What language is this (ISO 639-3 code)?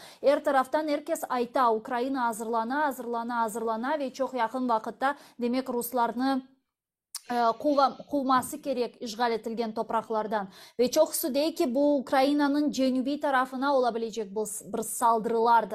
crh